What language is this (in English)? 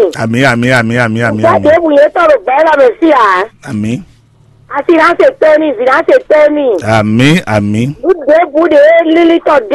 Fon